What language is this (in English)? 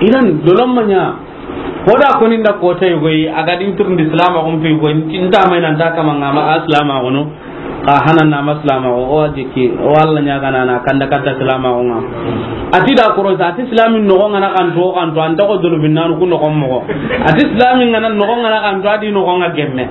Soninke